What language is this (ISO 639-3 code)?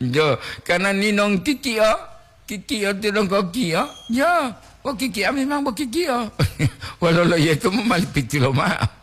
gor